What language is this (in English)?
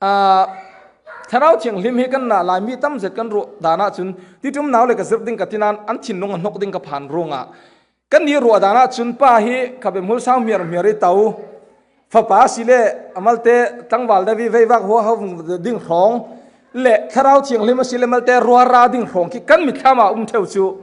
Falam Chin